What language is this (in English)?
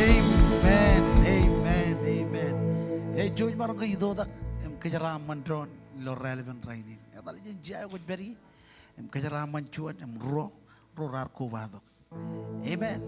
Marshallese